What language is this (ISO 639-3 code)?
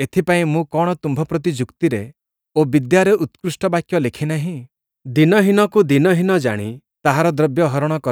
ori